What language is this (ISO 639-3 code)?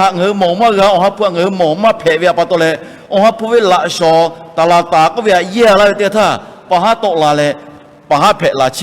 lhu